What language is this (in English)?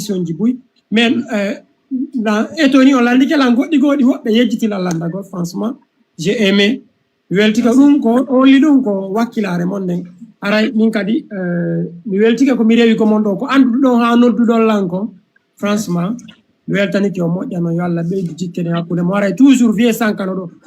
Fula